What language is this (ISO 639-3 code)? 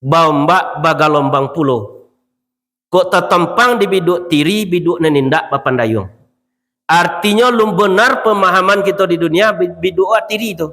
min